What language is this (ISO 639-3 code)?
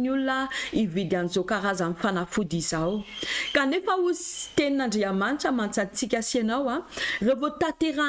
mlg